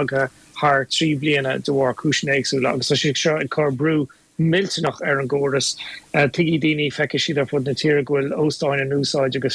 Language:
Irish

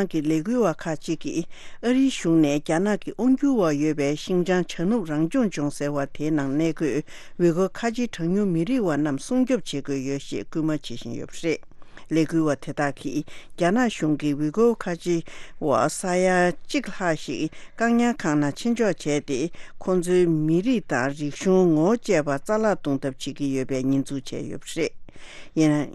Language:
Tibetan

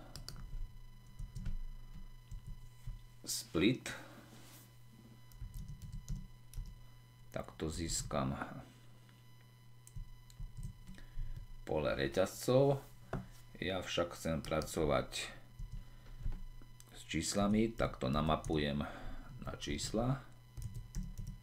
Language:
Slovak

